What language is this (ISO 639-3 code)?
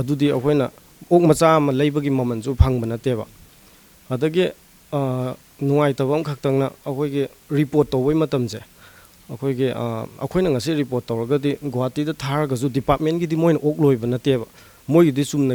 mni